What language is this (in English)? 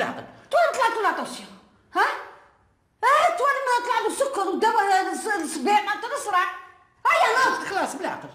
Algerian Arabic